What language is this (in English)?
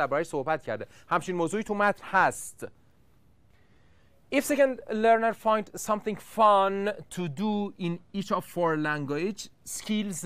Persian